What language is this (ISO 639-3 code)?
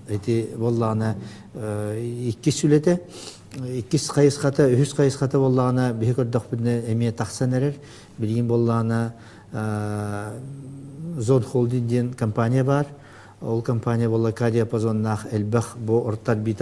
sah